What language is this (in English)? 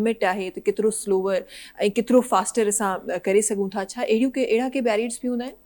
Sindhi